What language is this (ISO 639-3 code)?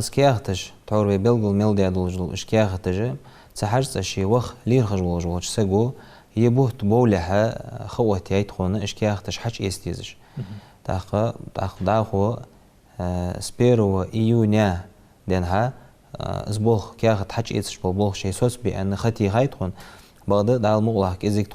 inh